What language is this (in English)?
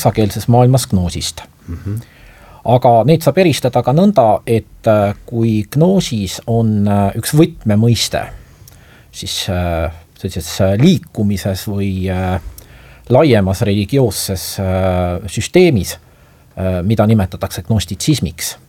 Estonian